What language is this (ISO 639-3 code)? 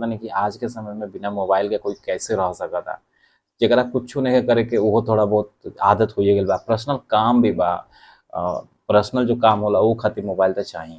bho